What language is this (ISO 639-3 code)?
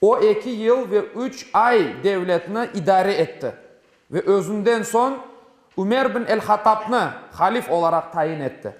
crh